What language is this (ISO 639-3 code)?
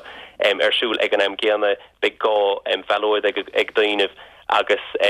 gle